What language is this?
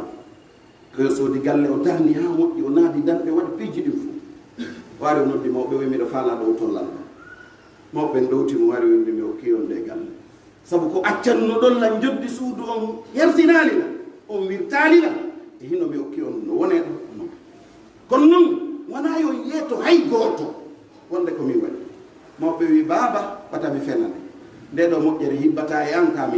Pular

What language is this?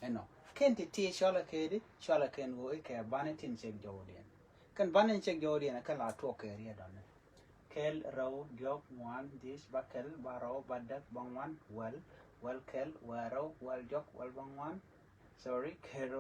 Nuer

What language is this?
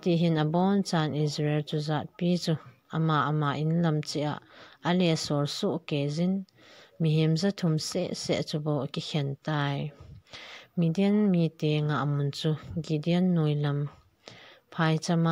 Thado Chin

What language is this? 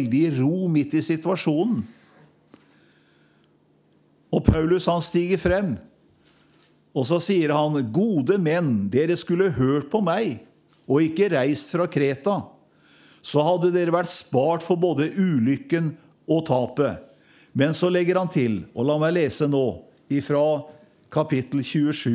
Norwegian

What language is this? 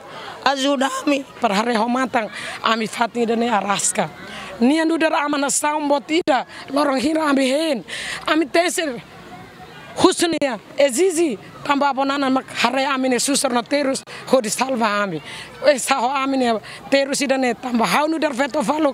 Tetum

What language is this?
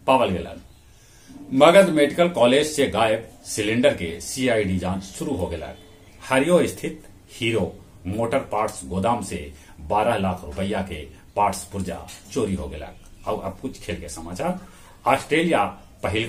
Magahi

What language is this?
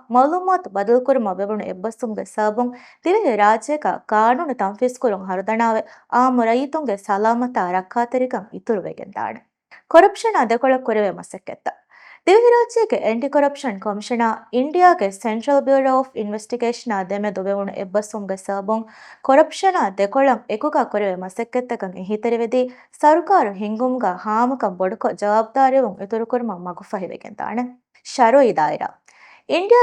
Divehi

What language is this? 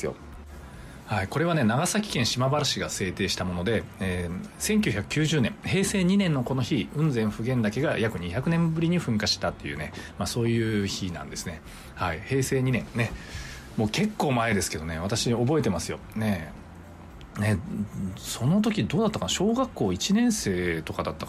Japanese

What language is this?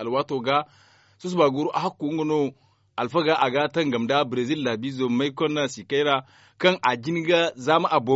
Zarma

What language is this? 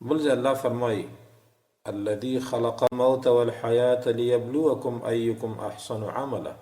Pashto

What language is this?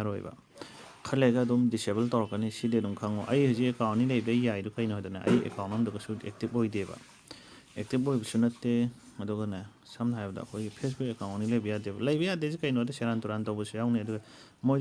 Manipuri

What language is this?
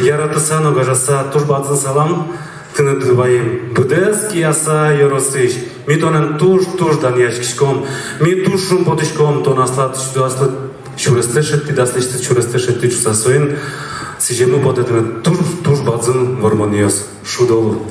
Udmurt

